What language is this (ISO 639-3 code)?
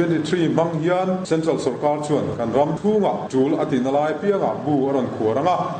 lus